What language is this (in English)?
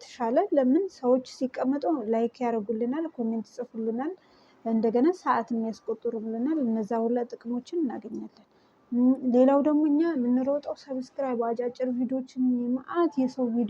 Amharic